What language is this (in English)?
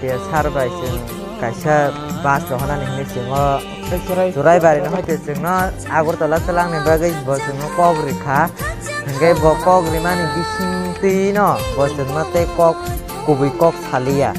Kok Borok